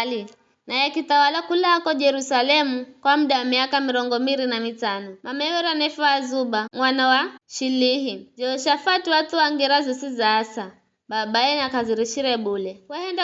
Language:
Giryama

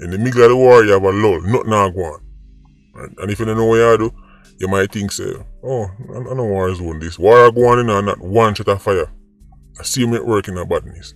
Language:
Jamaican Creole English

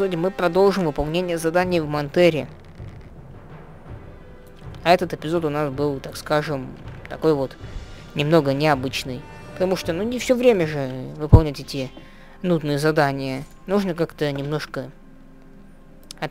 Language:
Russian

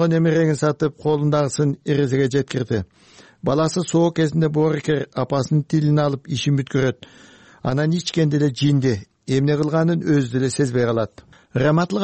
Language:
Kyrgyz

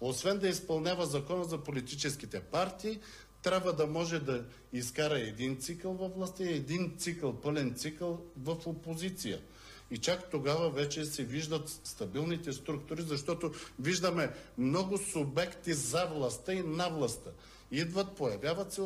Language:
Bulgarian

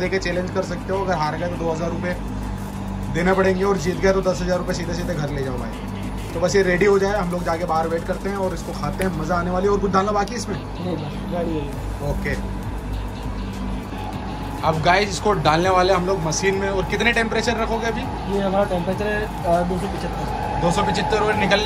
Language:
Hindi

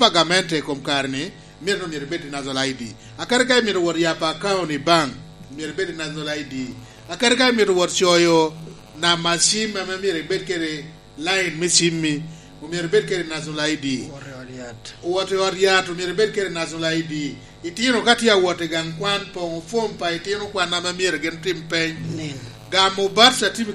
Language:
Lango (Uganda)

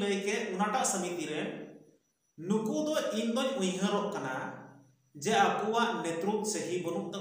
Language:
Santali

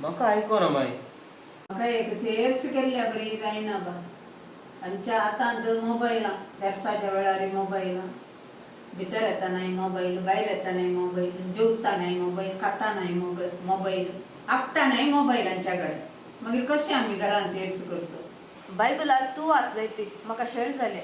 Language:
Konkani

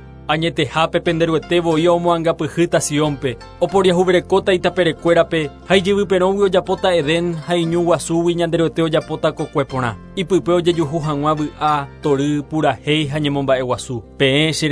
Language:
Guarani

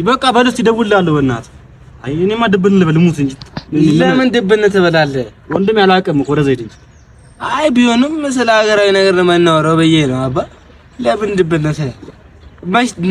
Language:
Amharic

